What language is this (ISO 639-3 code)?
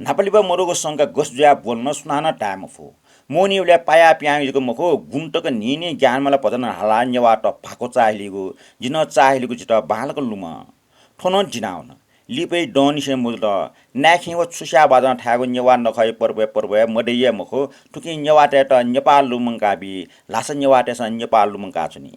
new